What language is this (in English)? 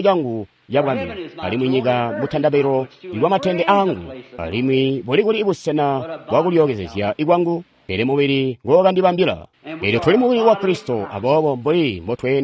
Tonga (Zambia)